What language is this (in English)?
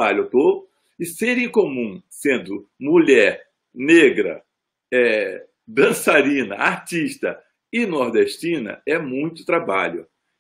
Portuguese